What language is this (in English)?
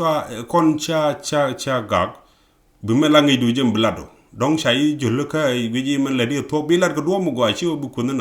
Nuer